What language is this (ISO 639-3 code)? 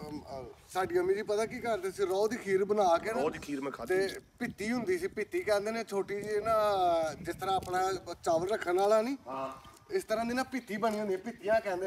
pan